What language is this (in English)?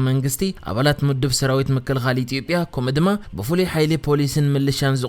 Tigrinya